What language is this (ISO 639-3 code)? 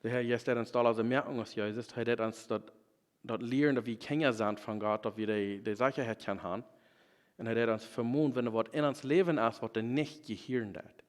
pdt